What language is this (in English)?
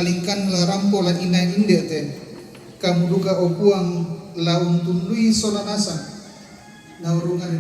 Toraja-Sa'dan